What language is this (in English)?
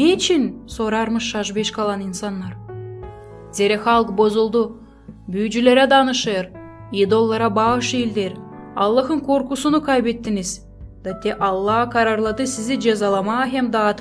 Gagauz